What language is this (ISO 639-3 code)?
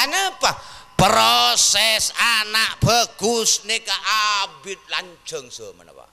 mad